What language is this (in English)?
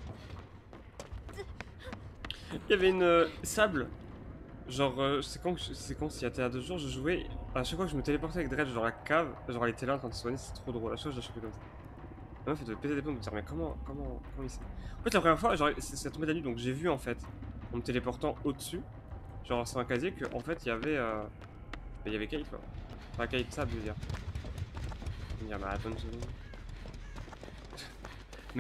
French